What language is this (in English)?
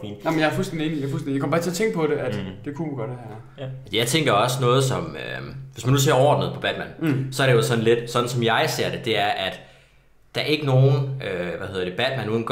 Danish